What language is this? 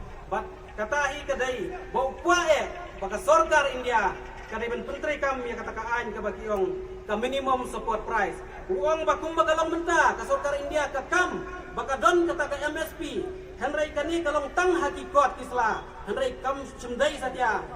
Khasi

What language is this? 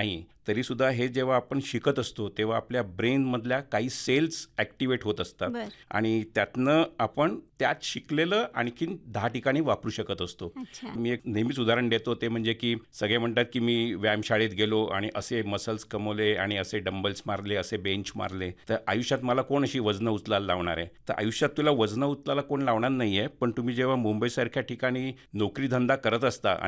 Marathi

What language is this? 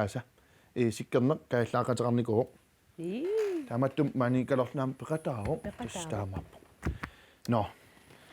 Kalaallisut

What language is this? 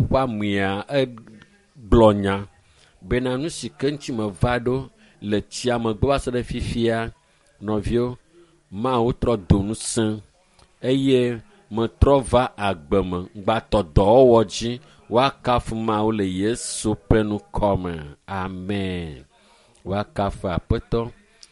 Ewe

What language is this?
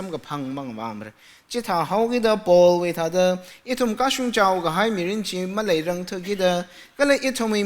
Tangkhul Naga (India)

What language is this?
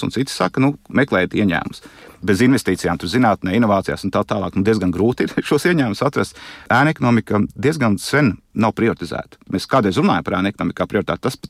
Latvian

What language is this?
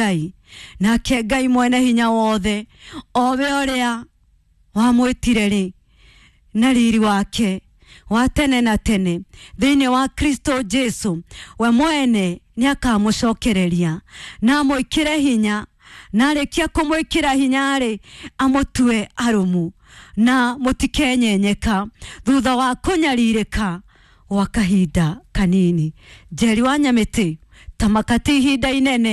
Kikuyu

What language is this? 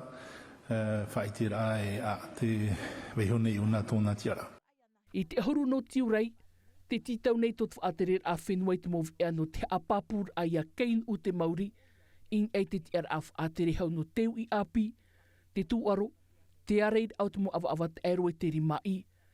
Tahitian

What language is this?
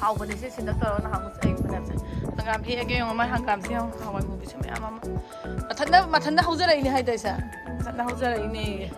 Manipuri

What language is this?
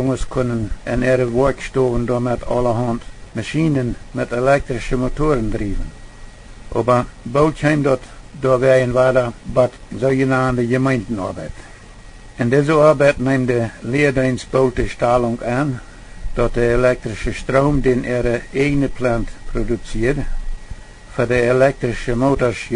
Plautdietsch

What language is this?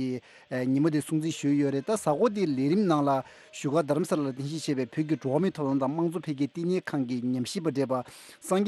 Tibetan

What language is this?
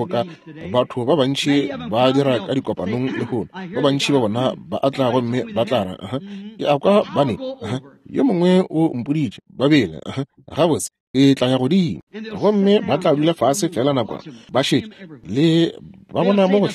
Northern Sotho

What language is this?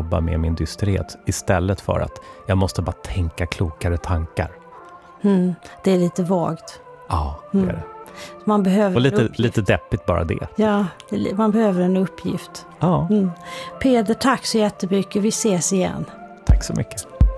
Swedish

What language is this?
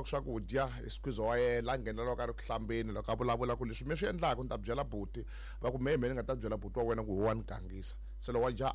Tsonga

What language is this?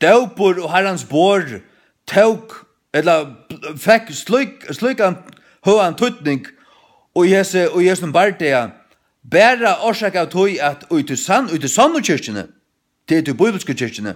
Faroese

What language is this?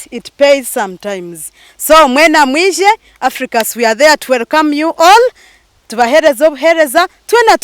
Nyankole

